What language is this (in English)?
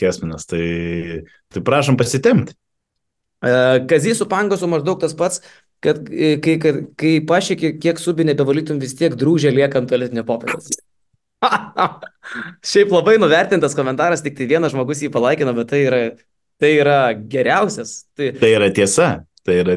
Lithuanian